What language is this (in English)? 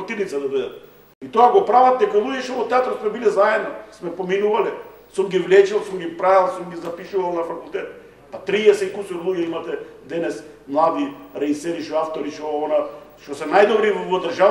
Macedonian